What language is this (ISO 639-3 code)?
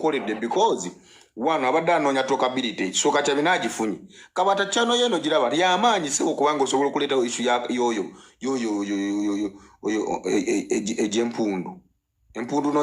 lug